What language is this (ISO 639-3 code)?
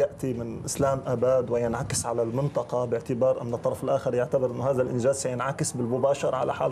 ara